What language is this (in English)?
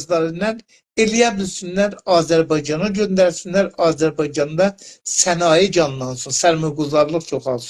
South Azerbaijani